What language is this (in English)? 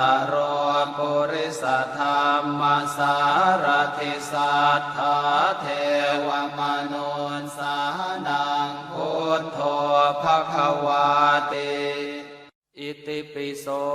Pali